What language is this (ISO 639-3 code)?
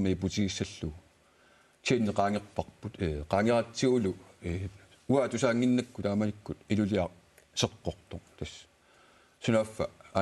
kal